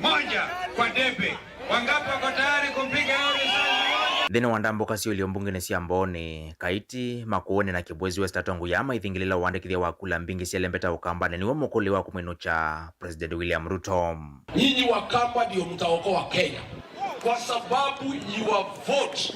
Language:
Kamba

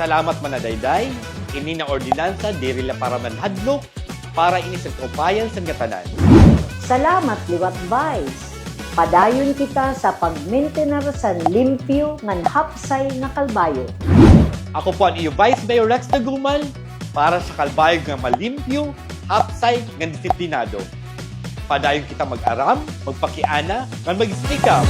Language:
Waray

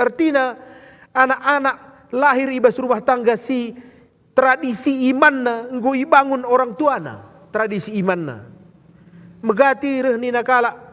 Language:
Batak Karo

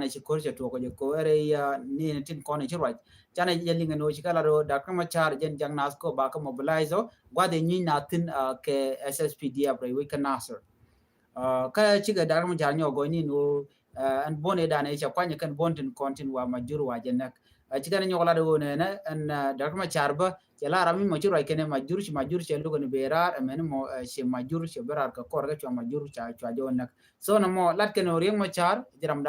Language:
Nuer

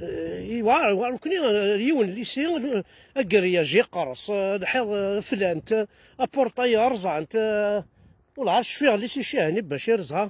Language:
Kabyle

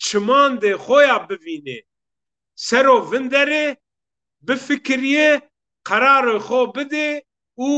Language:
Zaza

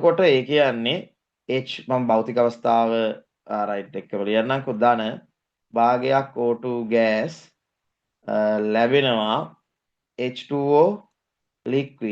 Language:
Sinhala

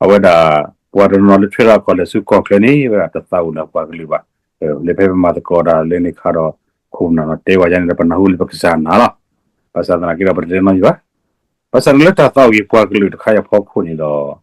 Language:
S'gaw Karen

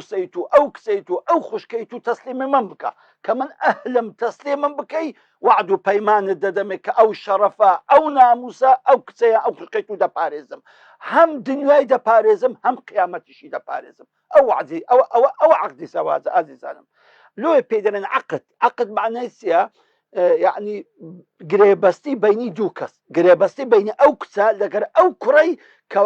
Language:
Central Kurdish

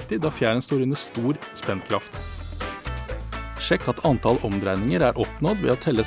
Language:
Norwegian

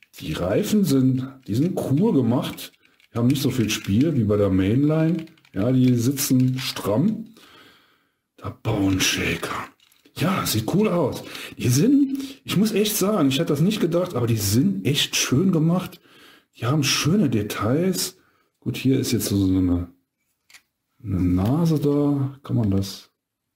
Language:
German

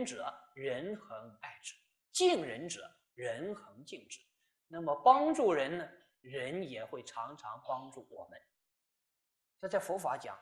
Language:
Chinese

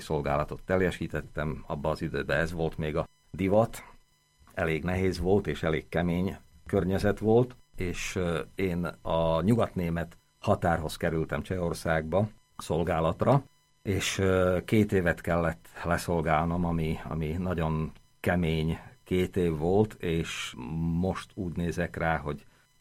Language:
Hungarian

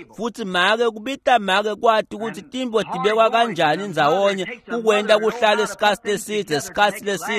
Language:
Swati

